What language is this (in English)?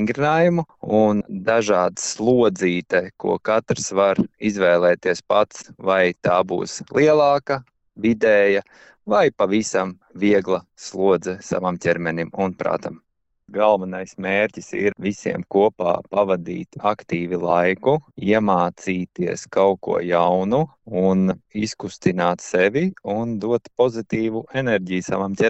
Latvian